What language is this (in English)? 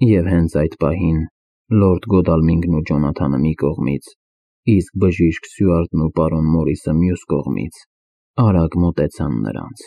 Armenian